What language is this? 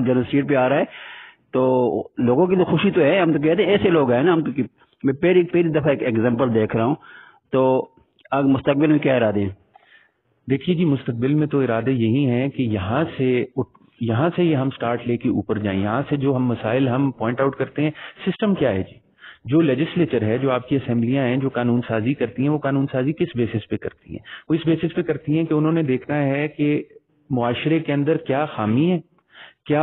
Urdu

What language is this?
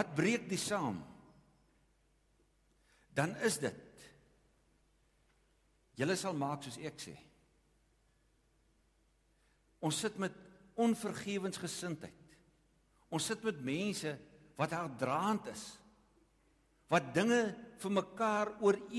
Afrikaans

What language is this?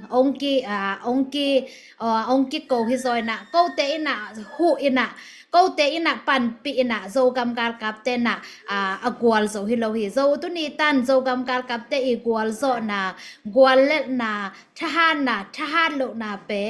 Tedim Chin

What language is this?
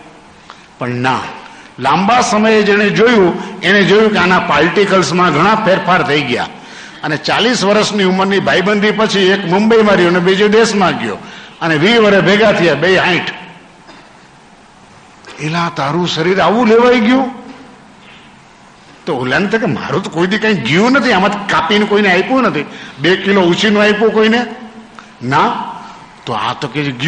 Gujarati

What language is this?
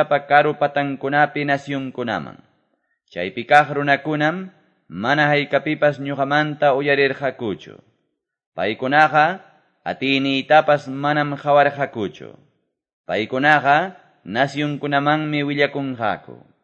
Quechua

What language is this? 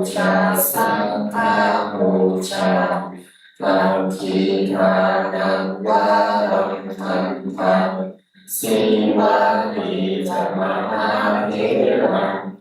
Pali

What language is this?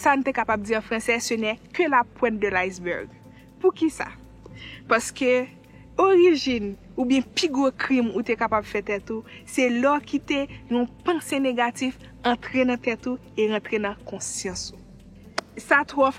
Haitian Creole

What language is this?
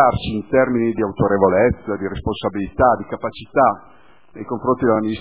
Italian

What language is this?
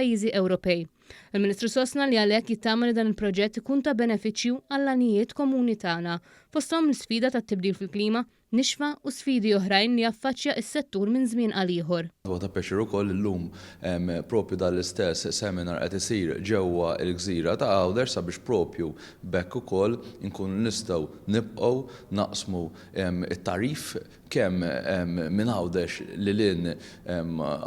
Maltese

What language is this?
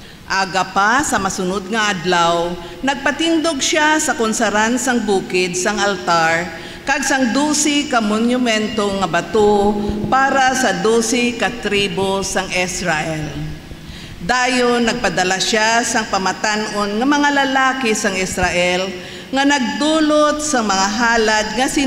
Hiligaynon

